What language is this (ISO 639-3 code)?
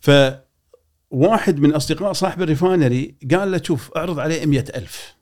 afb